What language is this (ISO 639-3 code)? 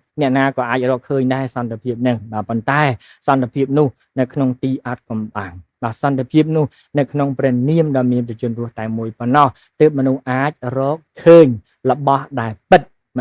khm